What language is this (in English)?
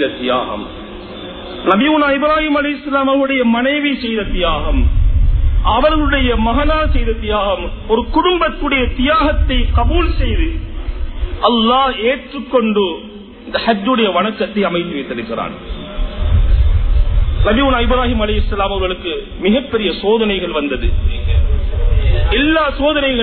Tamil